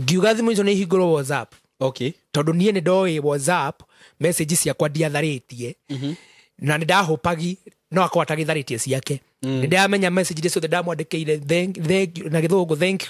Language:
Kikuyu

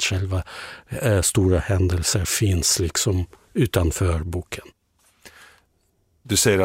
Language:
Swedish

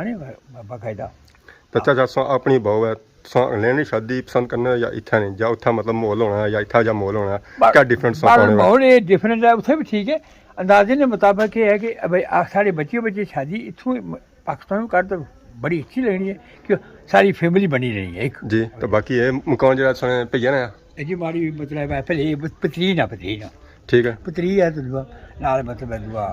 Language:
Pahari-Potwari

